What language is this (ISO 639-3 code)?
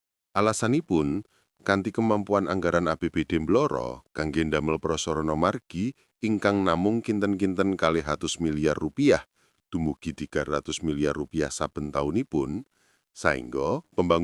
jav